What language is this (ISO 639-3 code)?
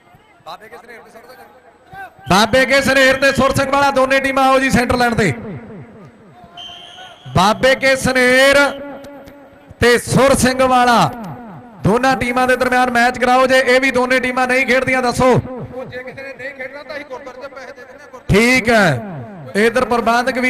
pan